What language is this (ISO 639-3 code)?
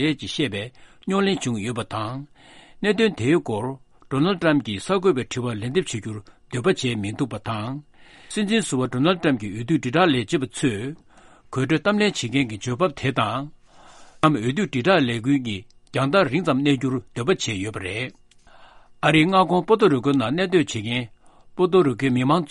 bod